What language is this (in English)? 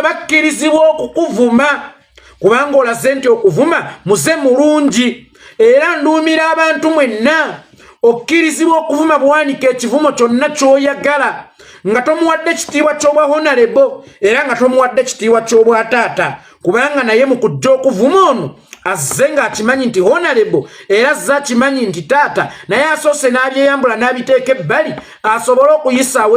Ganda